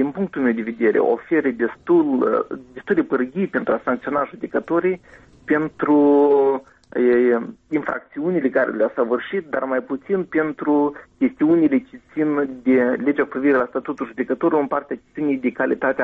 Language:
Romanian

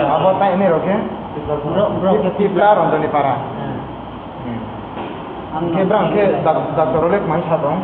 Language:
Kok Borok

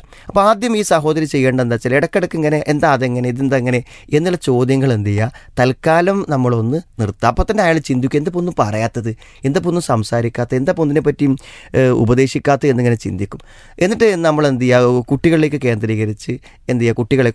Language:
Malayalam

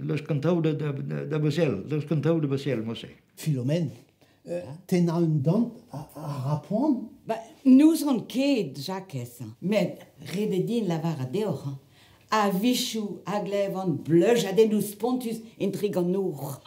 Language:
Breton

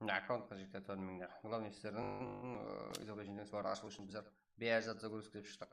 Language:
Kara-Kalpak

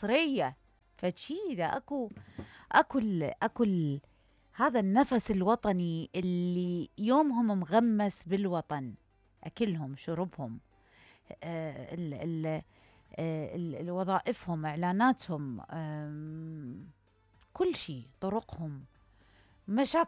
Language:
Mesopotamian Arabic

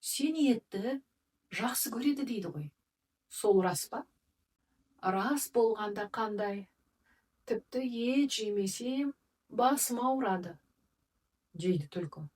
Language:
Kazakh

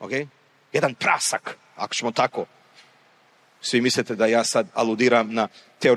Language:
Croatian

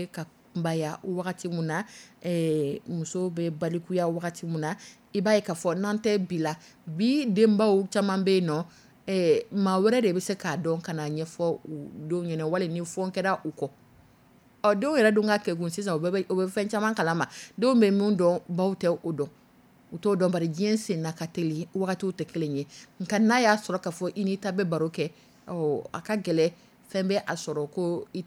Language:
Dyula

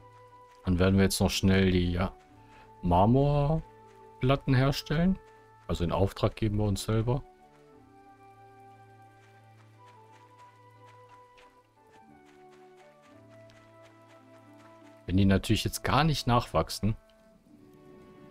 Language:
German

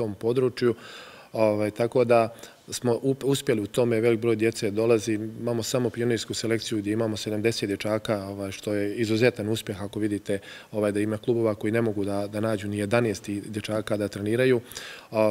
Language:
Bosnian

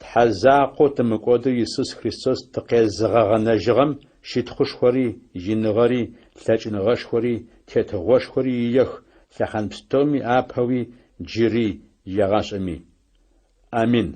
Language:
Adyghe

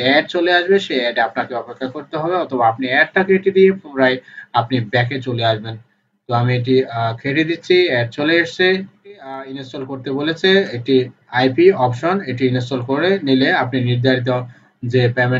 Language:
Bangla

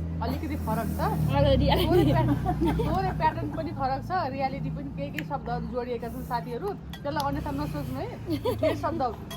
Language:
Nepali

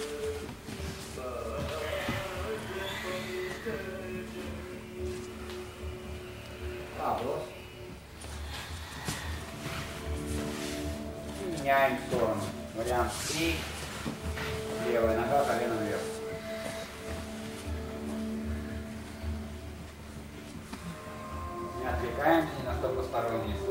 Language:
Russian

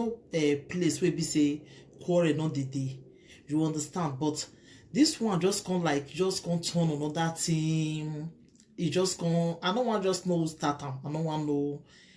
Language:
Nigerian Pidgin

